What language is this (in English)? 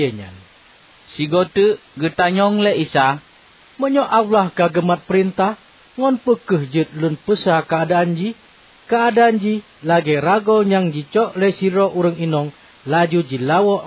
Achinese